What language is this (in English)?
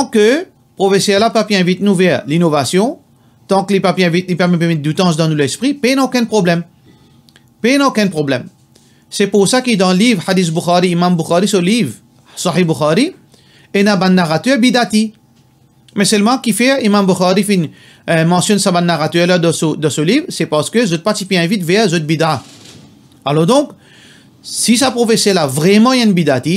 Morisyen